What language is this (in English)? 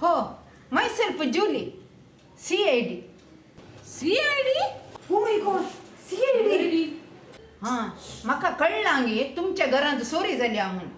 Konkani